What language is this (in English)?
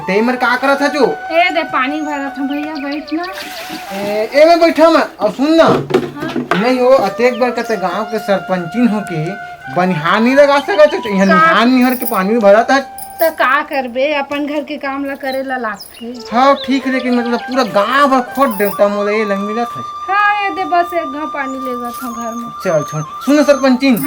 Chhattisgarhi